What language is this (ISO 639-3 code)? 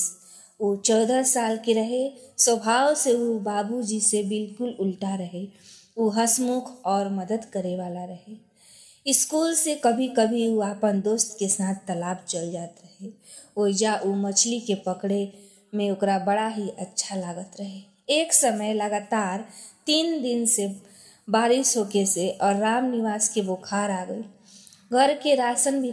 bho